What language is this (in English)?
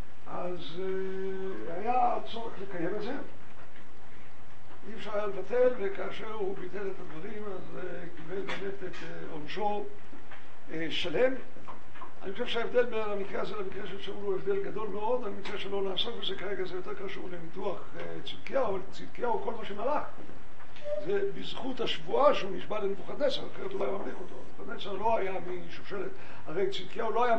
Hebrew